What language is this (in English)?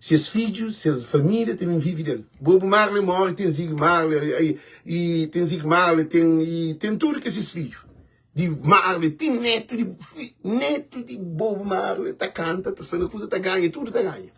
Kabuverdianu